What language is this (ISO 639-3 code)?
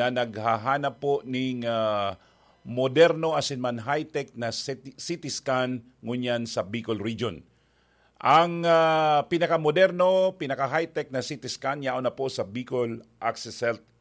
bik